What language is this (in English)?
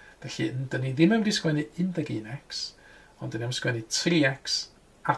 Welsh